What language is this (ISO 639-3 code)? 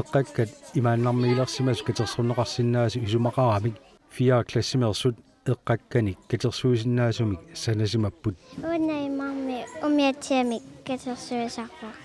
kal